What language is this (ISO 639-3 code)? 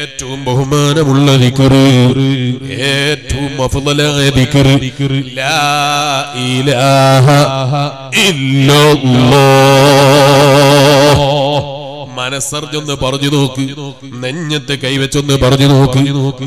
mal